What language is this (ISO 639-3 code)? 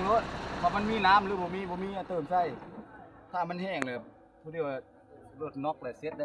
lao